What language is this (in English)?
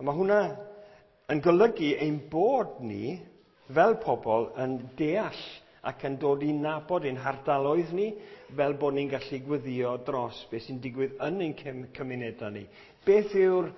Welsh